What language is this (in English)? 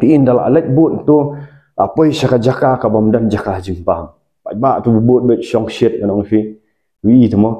Khasi